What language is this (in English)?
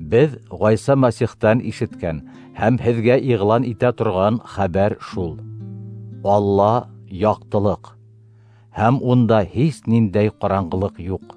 Bashkir